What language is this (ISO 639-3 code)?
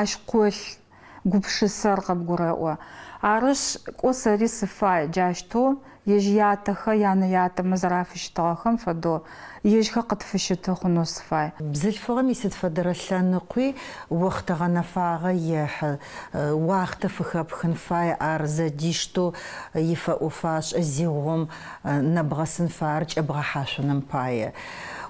ady